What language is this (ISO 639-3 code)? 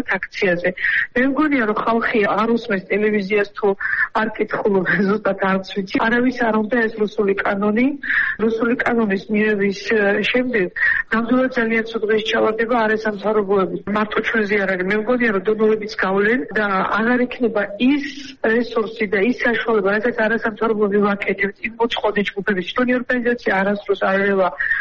kat